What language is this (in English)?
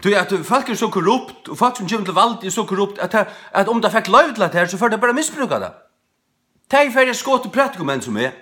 Faroese